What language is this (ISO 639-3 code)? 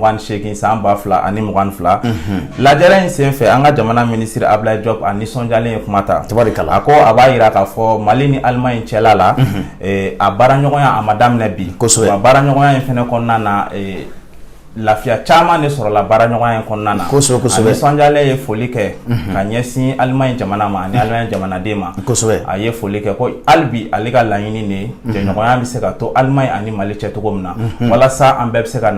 bam